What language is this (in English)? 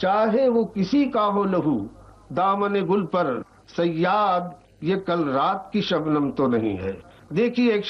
Urdu